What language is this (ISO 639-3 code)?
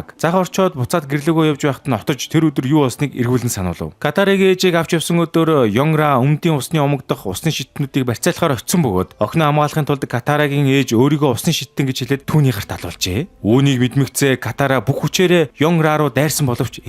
mon